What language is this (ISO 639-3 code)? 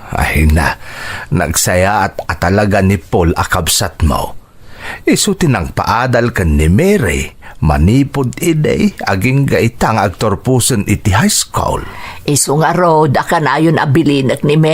ilo